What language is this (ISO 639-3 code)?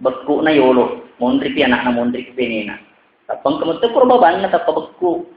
bug